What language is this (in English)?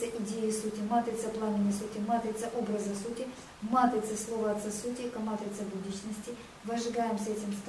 Russian